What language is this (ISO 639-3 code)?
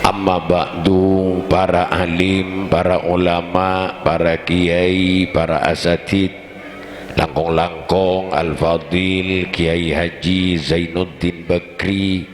mad